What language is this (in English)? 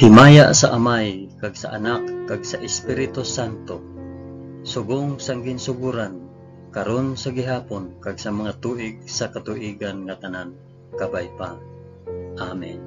Hiligaynon